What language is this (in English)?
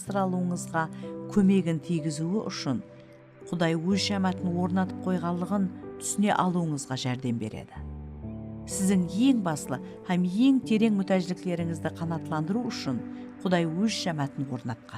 Kara-Kalpak